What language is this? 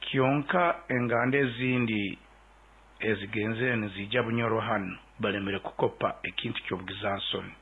Nyoro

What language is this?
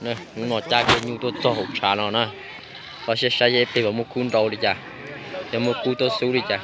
Hmong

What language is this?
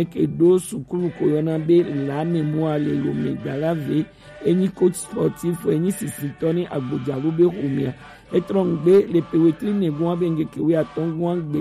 Gen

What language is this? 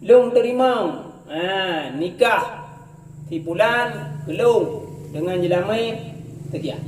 Achinese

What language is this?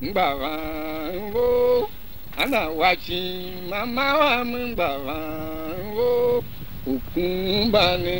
Tiv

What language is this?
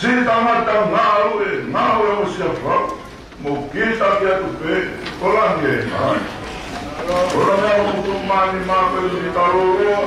Tongan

